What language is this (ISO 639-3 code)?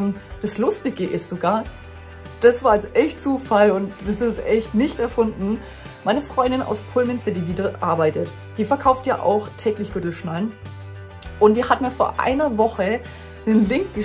deu